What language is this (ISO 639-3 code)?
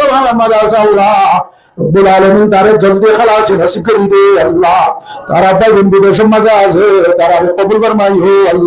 rhg